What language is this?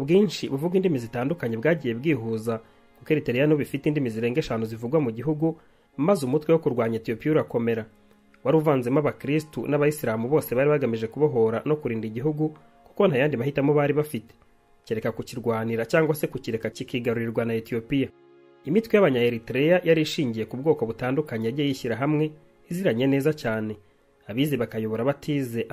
Kinyarwanda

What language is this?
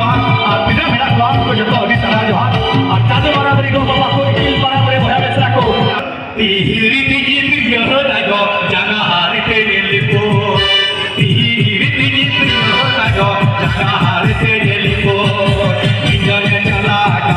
Santali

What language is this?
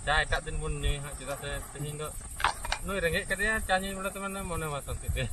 Santali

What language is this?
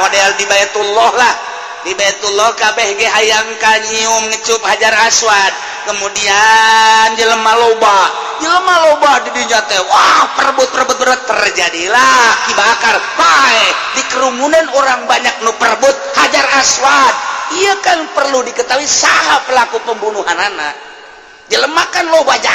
Sundanese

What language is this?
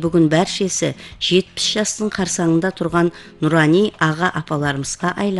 Kara-Kalpak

